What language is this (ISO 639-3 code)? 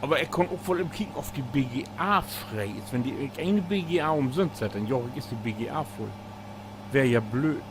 nds